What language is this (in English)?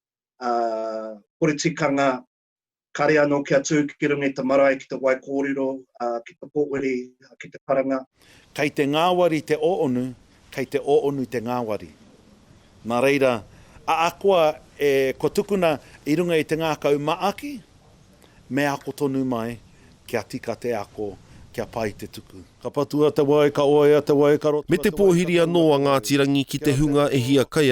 Māori